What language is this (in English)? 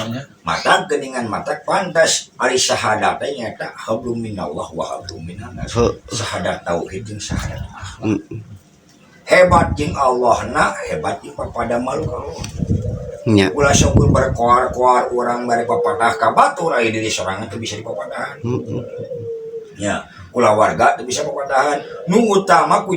Sundanese